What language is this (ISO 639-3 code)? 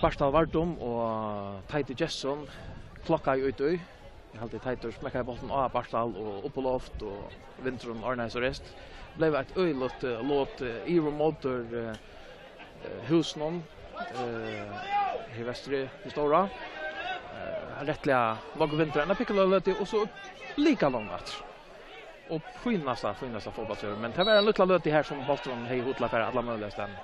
fao